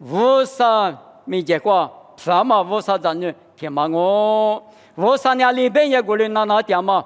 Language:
Lisu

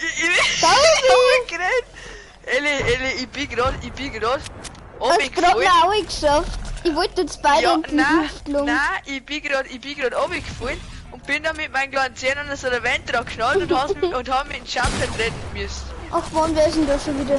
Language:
Bavarian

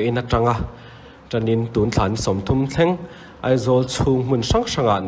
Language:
Mizo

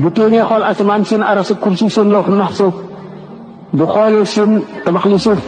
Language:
Wolof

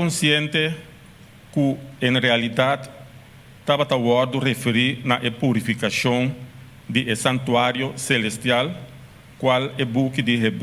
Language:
Papiamento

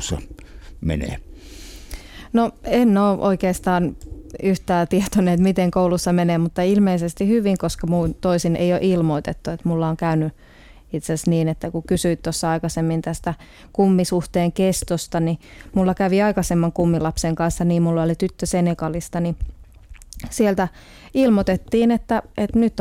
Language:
Finnish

